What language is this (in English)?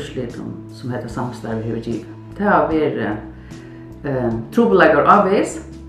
Faroese